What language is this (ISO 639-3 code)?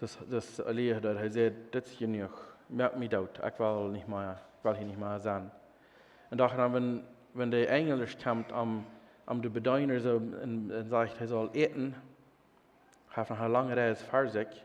pdt